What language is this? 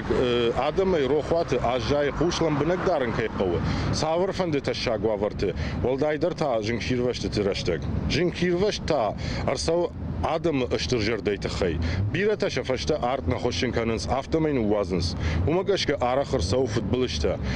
Ossetic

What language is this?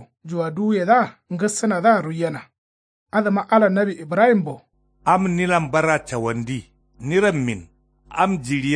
Kanuri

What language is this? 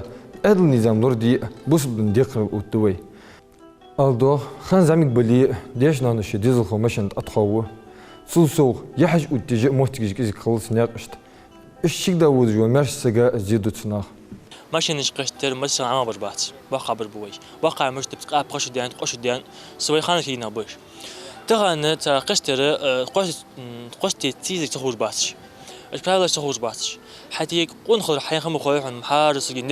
Ingush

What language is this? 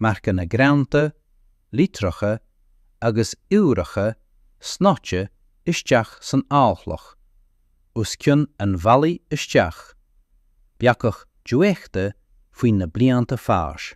Irish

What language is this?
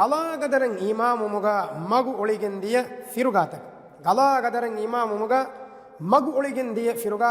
Divehi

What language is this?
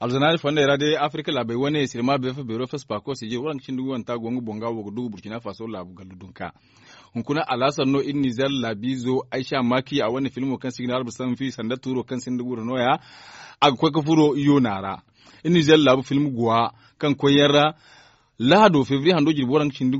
Zarma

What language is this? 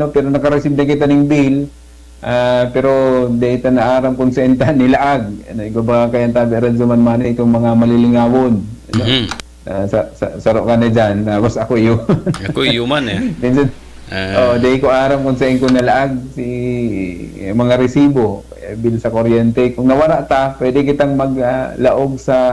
Bikol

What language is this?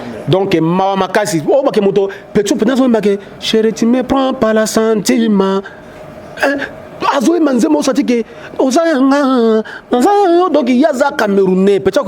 Lingala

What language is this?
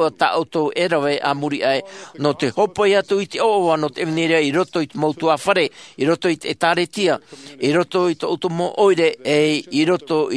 Tahitian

